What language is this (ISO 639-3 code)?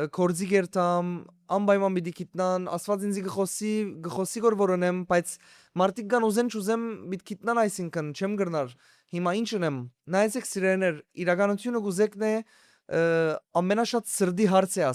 hyw